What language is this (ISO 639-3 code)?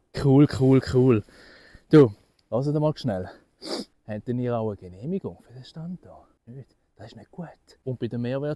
gsw